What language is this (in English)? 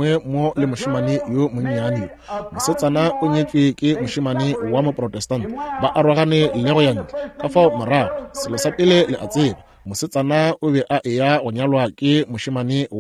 Northern Sotho